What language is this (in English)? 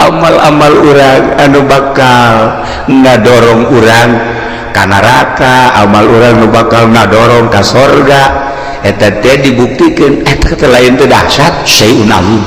Sundanese